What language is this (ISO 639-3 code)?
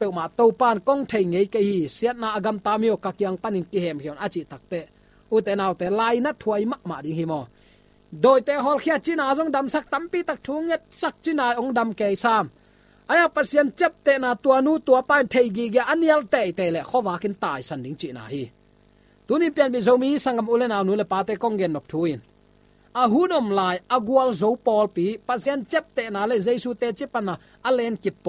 ctd